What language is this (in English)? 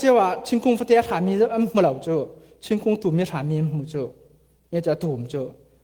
Falam Chin